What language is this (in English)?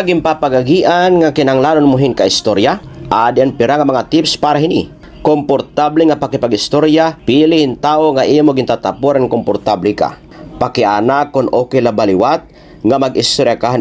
Waray